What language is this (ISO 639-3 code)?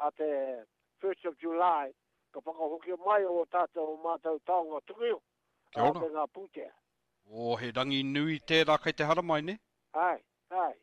mri